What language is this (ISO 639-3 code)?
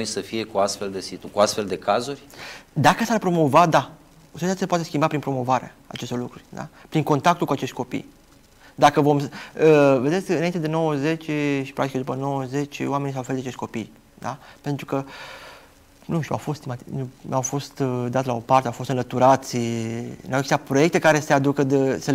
ron